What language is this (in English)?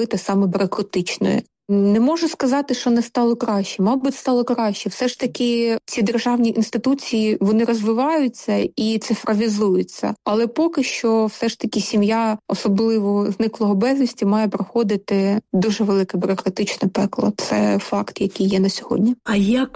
Ukrainian